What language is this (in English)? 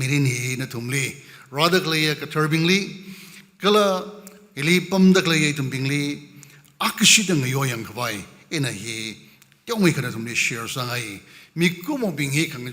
Tangkhul Naga (India)